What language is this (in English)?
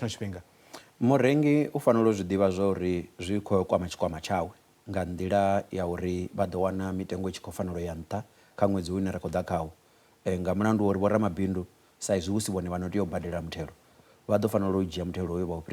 Venda